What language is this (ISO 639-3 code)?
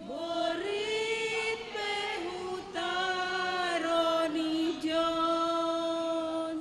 bts